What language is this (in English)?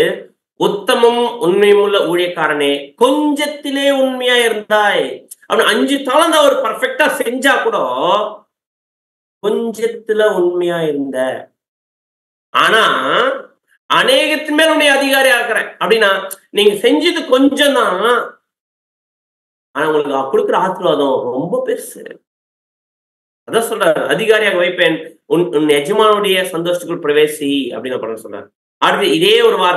Tamil